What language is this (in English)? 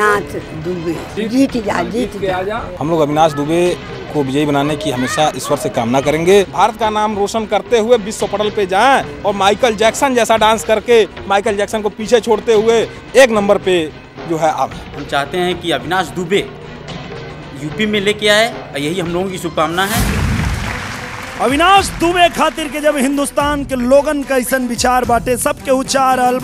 Bhojpuri